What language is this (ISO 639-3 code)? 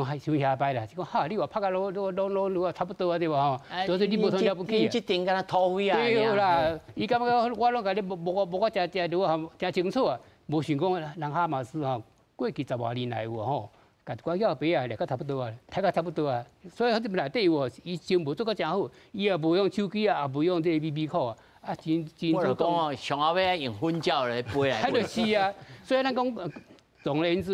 nan